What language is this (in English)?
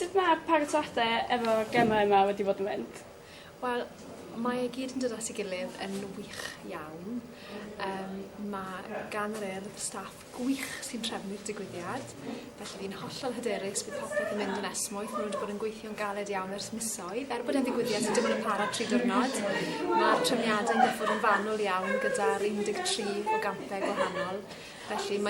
Welsh